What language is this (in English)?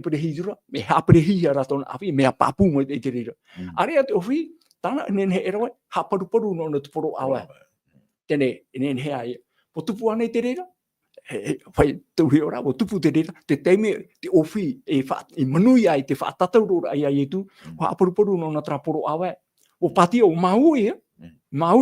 Tahitian